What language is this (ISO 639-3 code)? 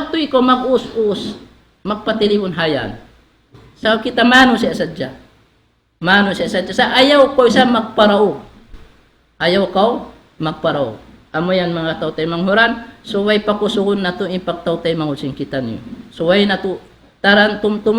tsg